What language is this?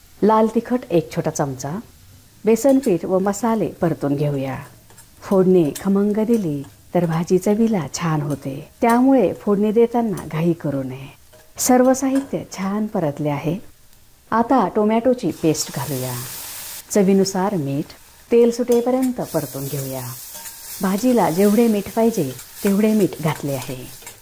Marathi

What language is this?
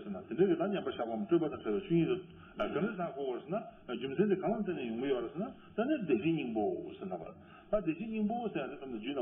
Tibetan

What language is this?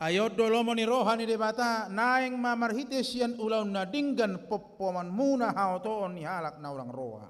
Batak Toba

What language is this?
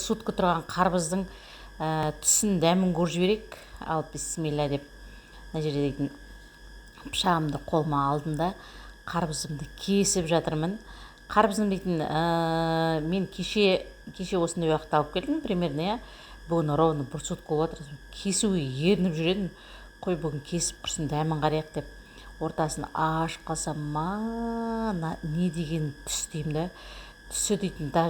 Kazakh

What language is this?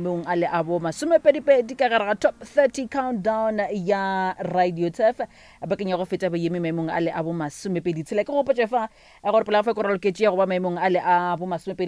Northern Sotho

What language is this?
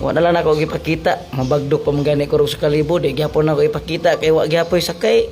Cebuano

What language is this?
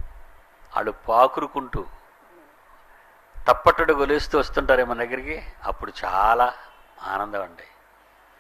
Telugu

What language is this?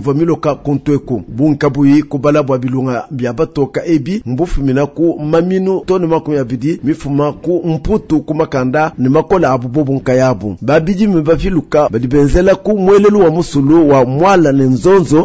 Luba-Lulua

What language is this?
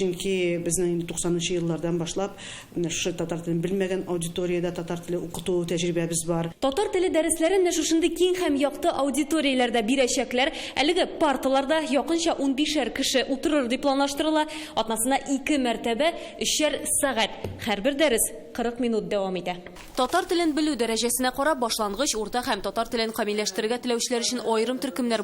Tatar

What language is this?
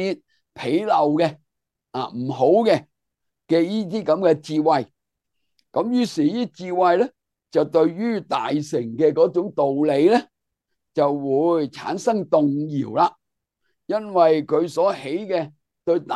Cantonese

